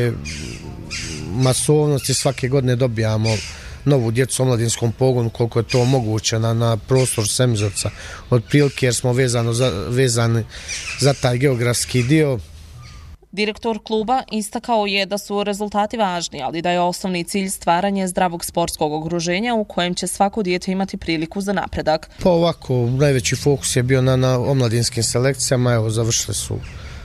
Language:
Bosnian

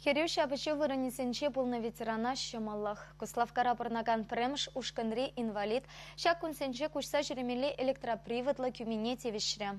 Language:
Chuvash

